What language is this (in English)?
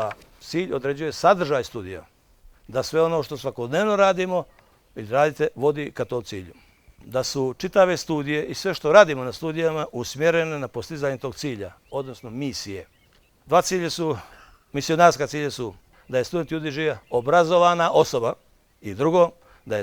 Bosnian